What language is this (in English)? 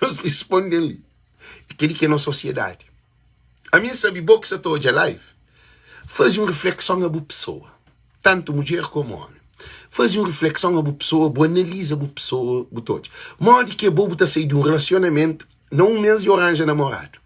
Kabuverdianu